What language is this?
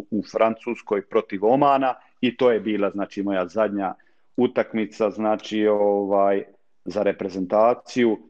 Croatian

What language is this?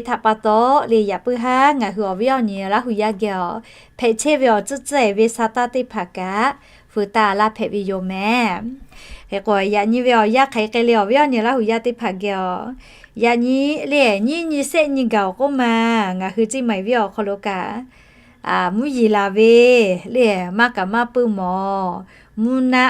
Lahu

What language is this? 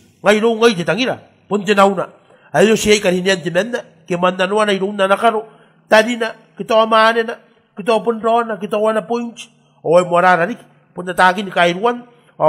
Gilbertese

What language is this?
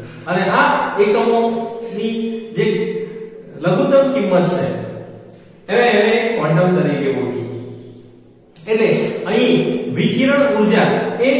Gujarati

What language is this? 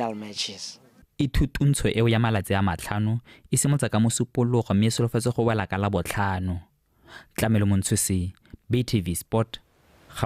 Tswana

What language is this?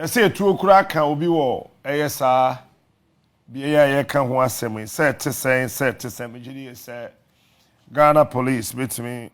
Akan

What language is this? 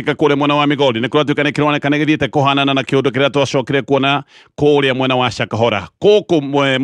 Kikuyu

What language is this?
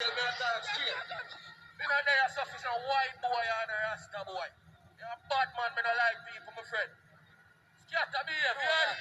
Jamaican Creole English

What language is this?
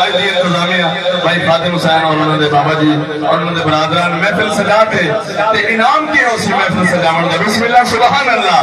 Saraiki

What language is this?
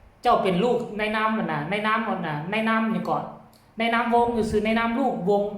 Northeastern Thai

